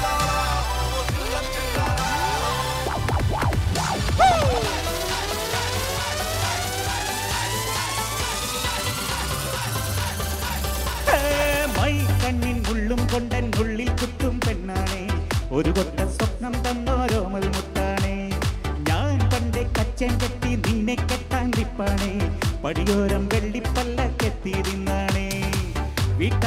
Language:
Malayalam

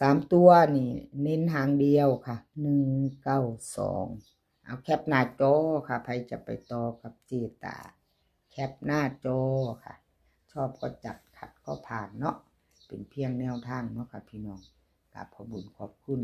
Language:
Northeastern Thai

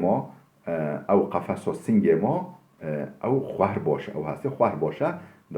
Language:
Kurdish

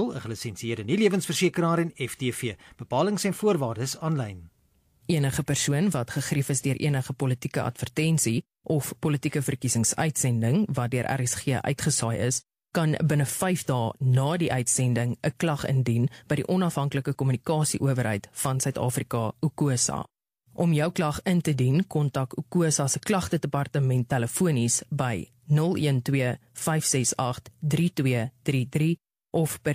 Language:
Afrikaans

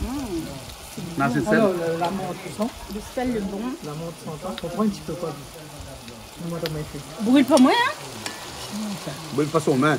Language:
Réunion Creole French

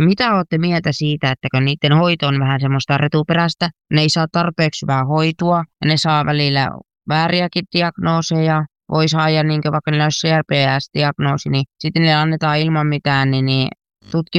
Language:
Finnish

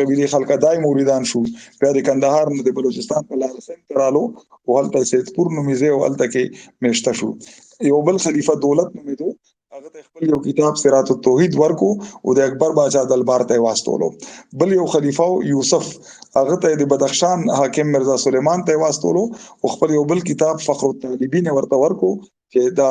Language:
Pashto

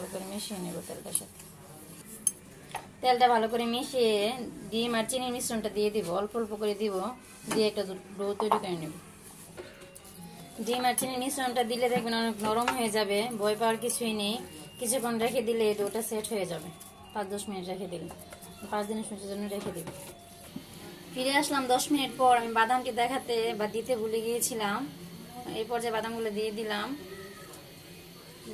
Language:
Bangla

